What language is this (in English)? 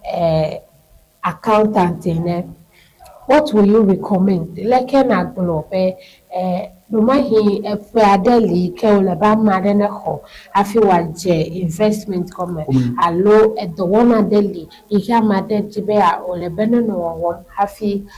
Ewe